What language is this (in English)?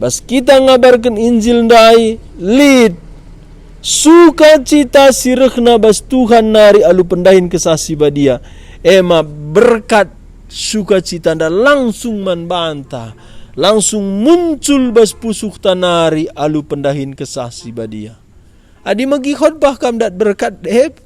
Batak Karo